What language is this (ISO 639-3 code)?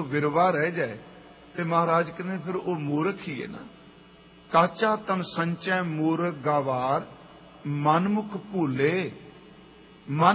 pan